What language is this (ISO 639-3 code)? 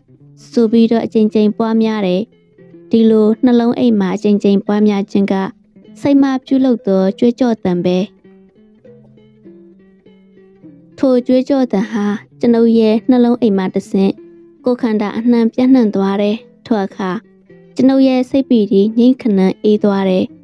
mya